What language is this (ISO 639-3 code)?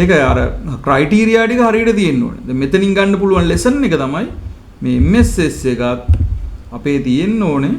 sin